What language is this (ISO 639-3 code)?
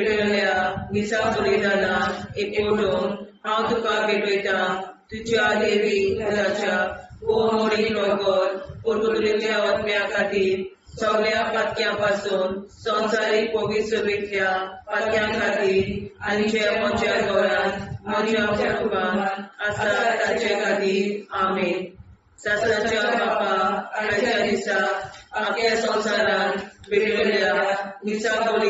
kok